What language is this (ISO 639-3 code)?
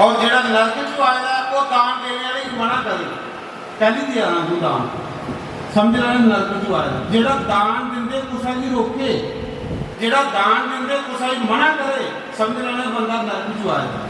doi